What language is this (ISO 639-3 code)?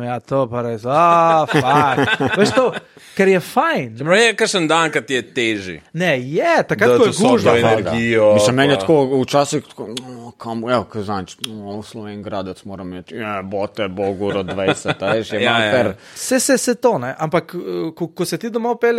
slv